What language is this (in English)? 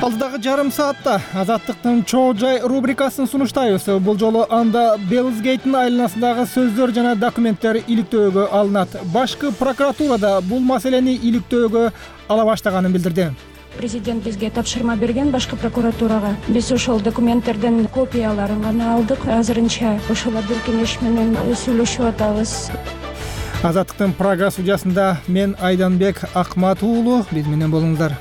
Kyrgyz